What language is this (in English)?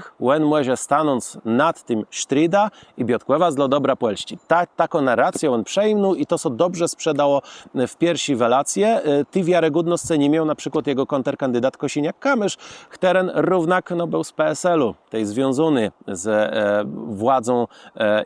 Kashubian